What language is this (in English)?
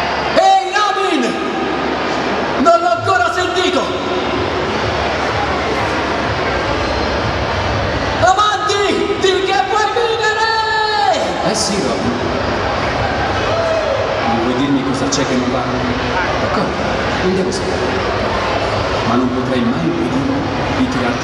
Italian